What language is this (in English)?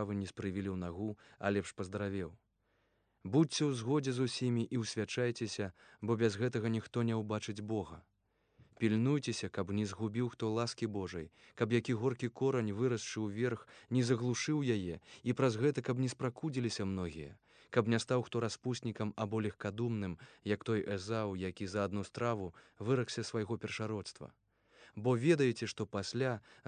Belarusian